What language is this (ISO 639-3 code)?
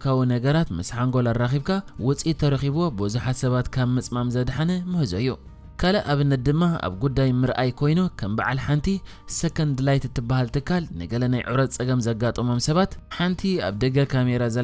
tir